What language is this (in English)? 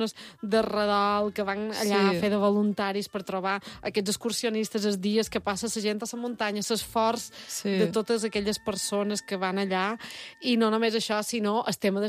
Catalan